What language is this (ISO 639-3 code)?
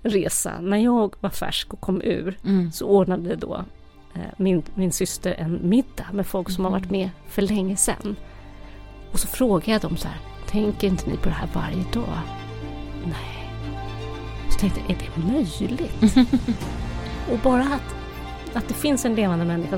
swe